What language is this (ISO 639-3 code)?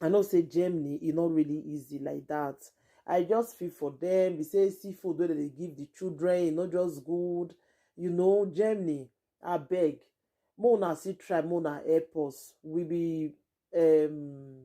pcm